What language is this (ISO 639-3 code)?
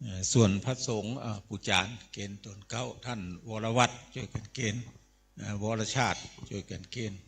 pli